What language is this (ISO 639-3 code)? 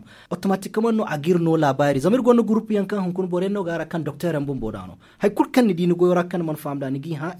dje